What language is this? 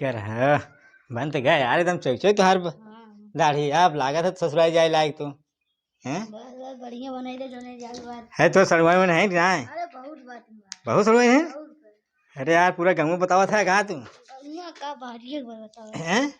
Awadhi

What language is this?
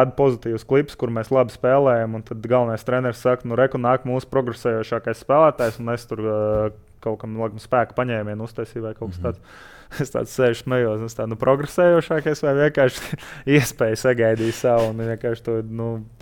Latvian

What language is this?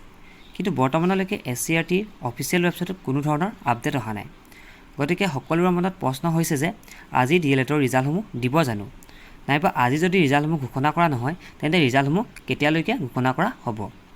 Assamese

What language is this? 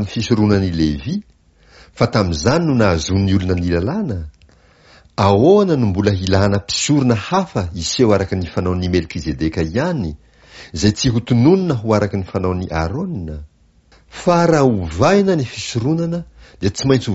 Malagasy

